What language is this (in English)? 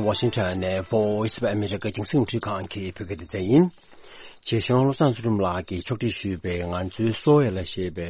Tibetan